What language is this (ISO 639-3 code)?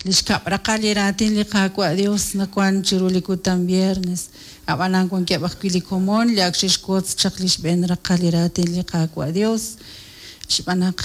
kek